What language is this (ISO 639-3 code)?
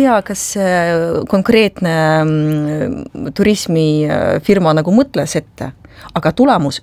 est